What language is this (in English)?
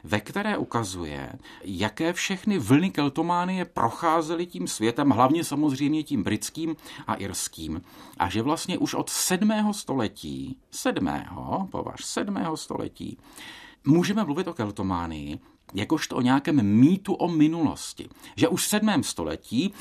Czech